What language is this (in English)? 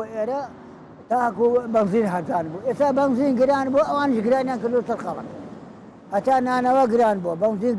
Central Kurdish